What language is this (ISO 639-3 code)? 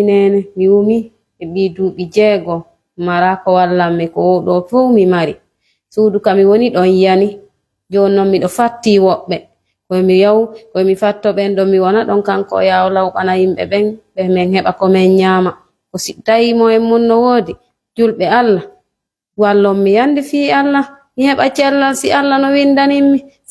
ful